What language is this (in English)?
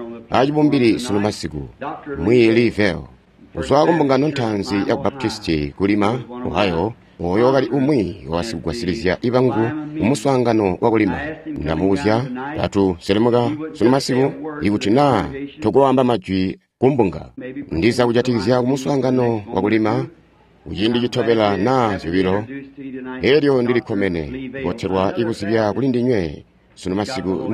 Tonga (Zambia)